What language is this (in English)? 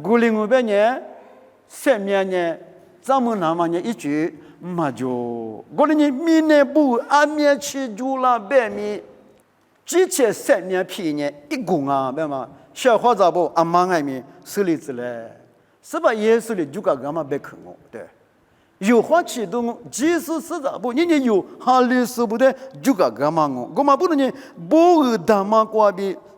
Lisu